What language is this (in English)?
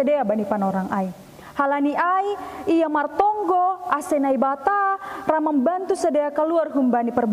Batak Simalungun